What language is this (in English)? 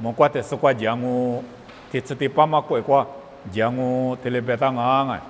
Lisu